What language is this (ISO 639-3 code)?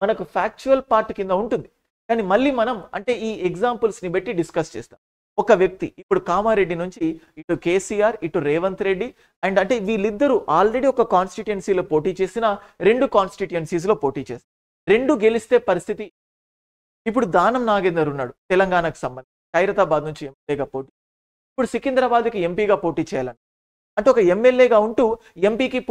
tel